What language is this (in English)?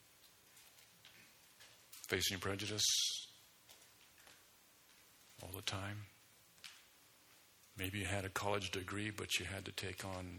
English